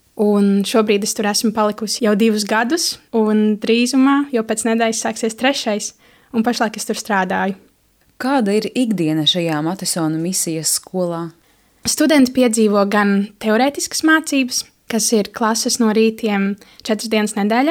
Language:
Latvian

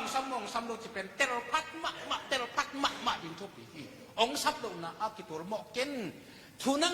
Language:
Tedim Chin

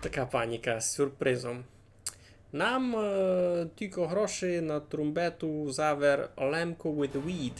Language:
Rusyn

